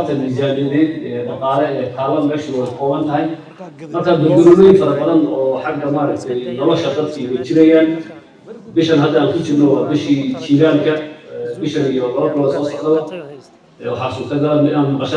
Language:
Somali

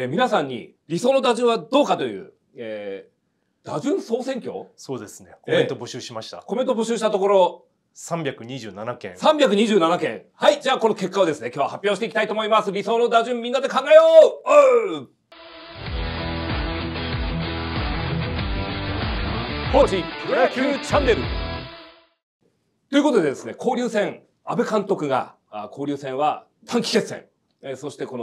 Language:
Japanese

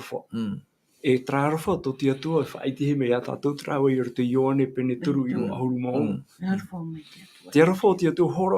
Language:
Tahitian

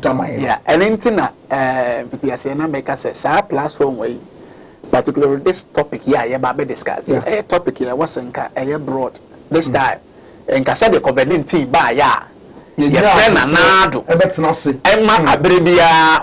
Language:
Akan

